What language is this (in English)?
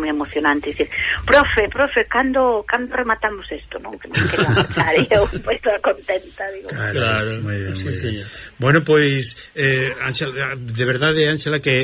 Galician